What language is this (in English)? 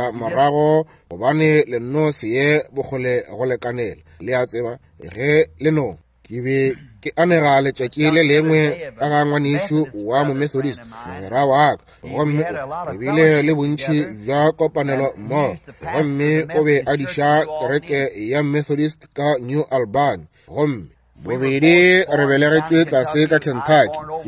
Northern Sotho